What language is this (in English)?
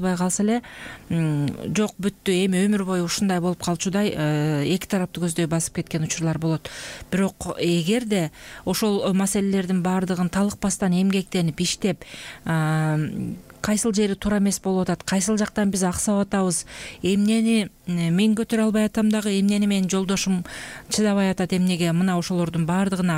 Kyrgyz